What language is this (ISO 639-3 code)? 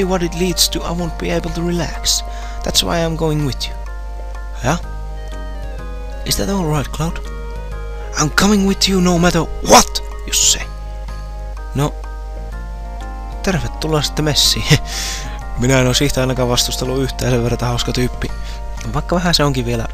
fin